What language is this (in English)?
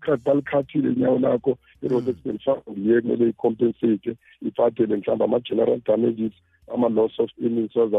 South Ndebele